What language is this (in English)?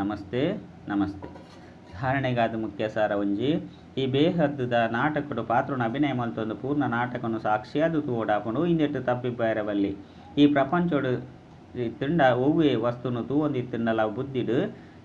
Tulu